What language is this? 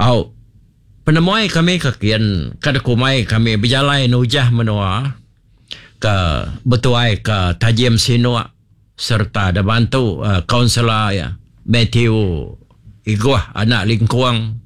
Iban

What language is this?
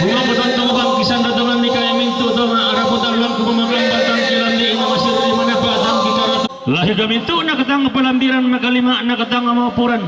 Toraja-Sa'dan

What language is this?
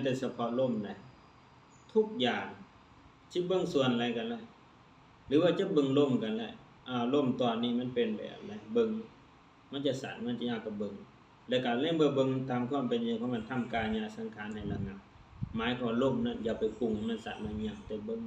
Lao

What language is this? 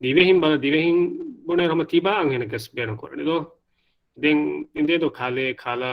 Divehi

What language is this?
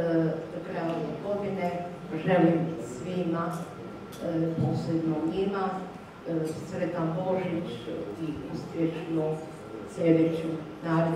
Croatian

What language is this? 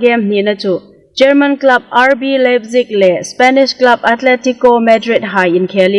Hmar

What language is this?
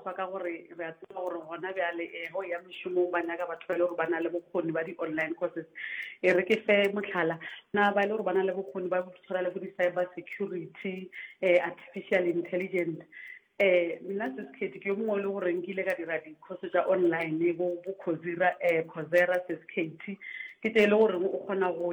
Northern Sotho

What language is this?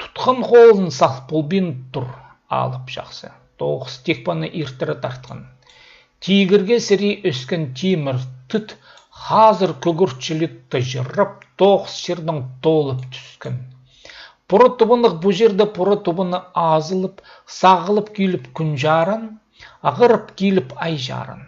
Khakas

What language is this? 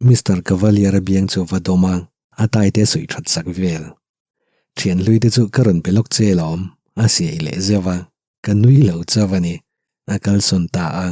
Mizo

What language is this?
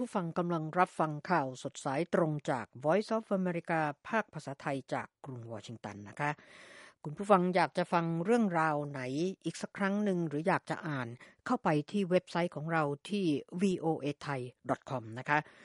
Thai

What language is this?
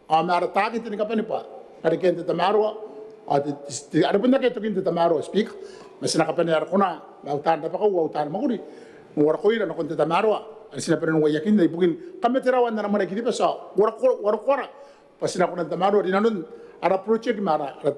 Gilbertese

